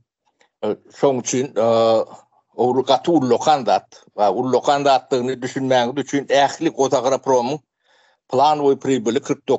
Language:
Turkmen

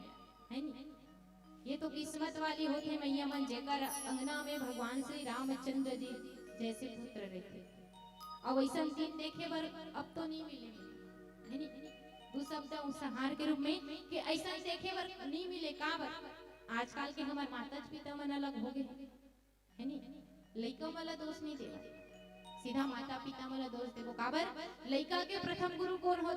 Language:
Chhattisgarhi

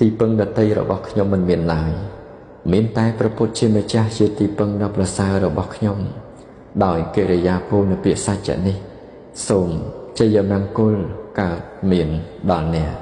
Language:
Khmer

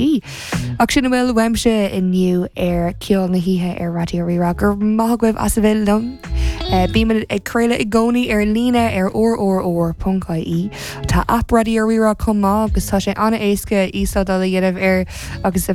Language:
Irish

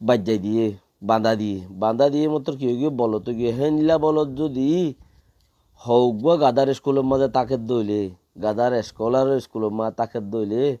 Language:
Rohingya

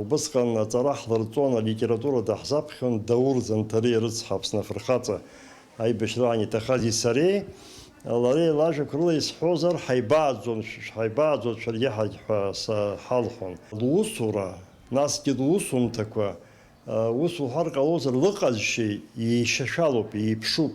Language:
Abkhazian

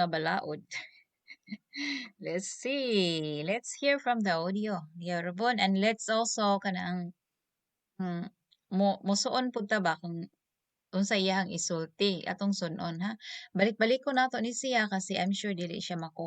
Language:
Cebuano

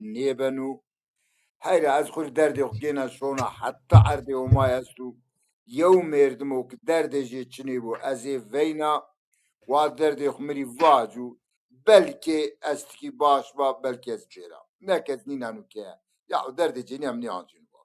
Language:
Zaza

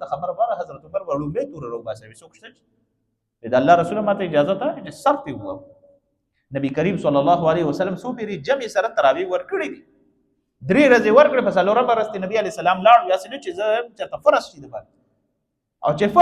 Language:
Pashto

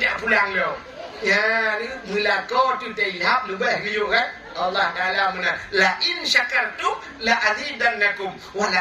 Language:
Achinese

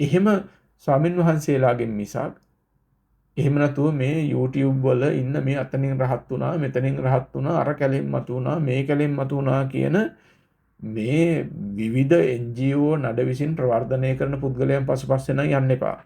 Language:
Sinhala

